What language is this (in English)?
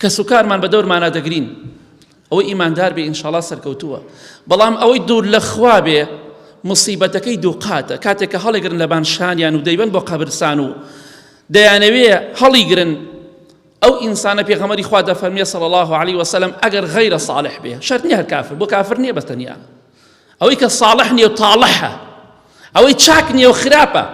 Central Kurdish